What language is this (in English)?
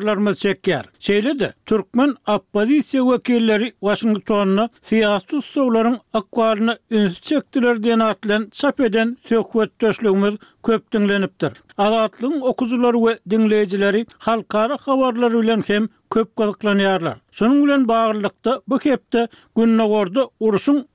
Turkmen